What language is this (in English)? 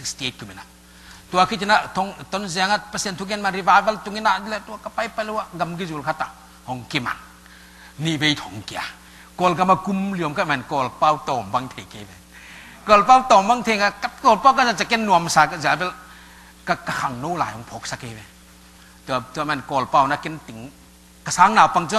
Tedim Chin